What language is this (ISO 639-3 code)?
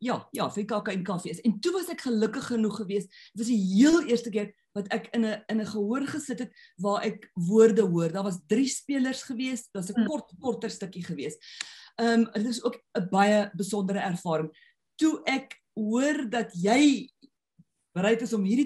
afr